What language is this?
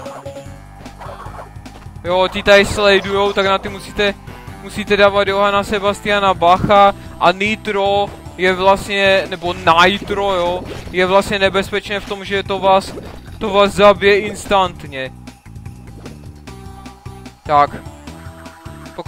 Czech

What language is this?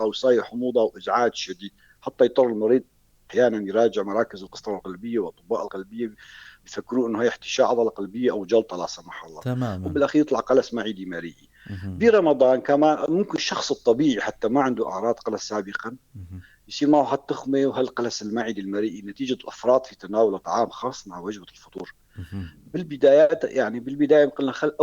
North Levantine Arabic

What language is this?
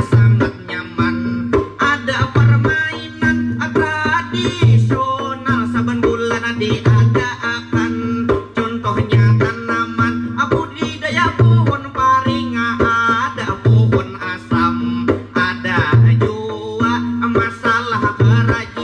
Banjar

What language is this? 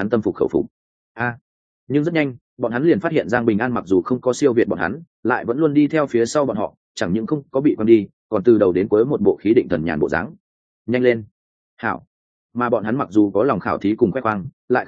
Vietnamese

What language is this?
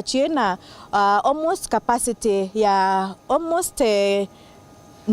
Meru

